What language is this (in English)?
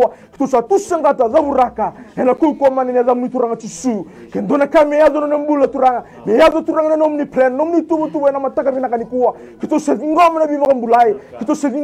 Fijian